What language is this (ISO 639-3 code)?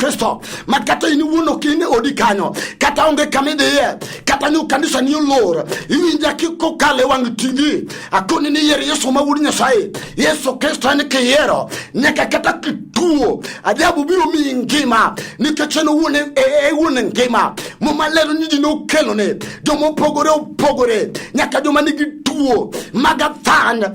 luo